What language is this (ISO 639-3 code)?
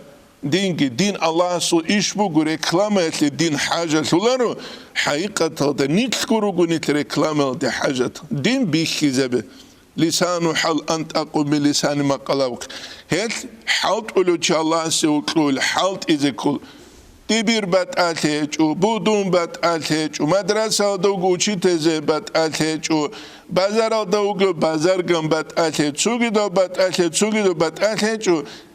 ava